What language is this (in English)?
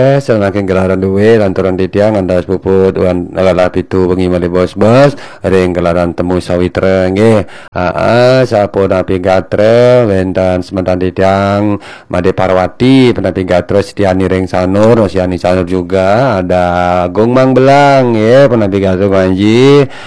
Balinese